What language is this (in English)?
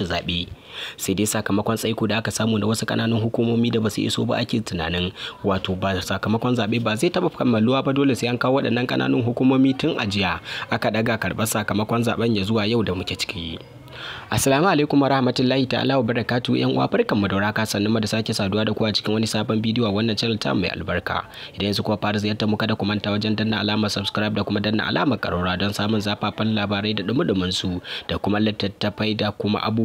Hausa